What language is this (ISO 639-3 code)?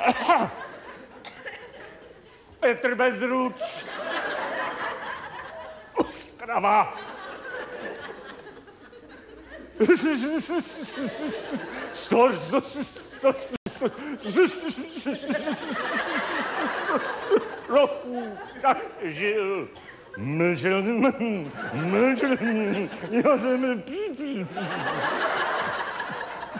ces